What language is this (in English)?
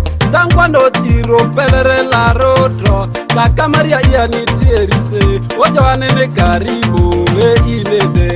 Ma'di